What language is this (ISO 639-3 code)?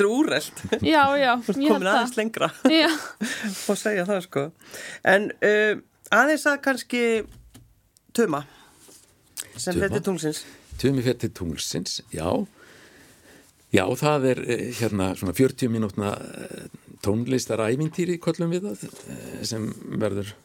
isl